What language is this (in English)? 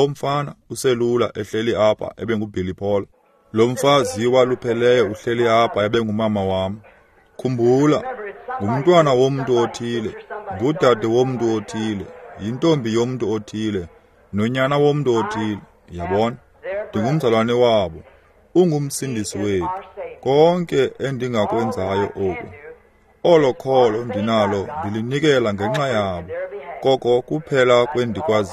Xhosa